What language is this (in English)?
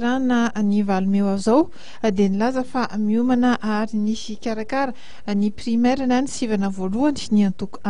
Malagasy